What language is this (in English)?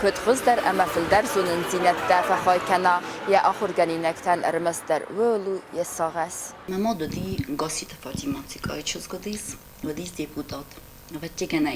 Ossetic